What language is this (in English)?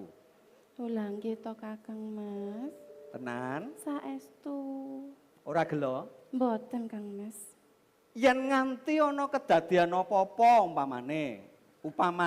Javanese